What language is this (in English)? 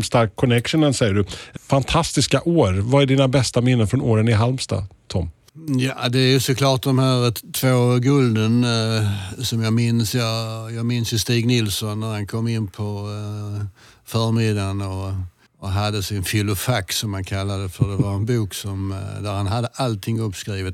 Swedish